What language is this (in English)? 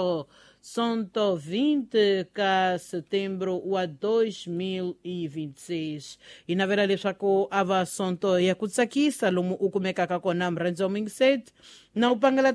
Tsonga